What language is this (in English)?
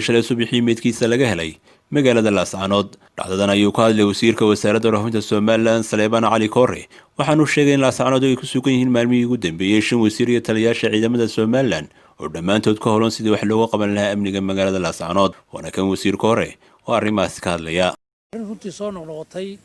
Somali